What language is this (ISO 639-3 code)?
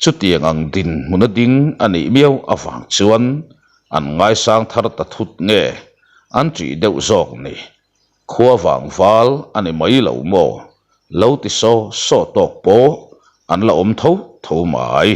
lus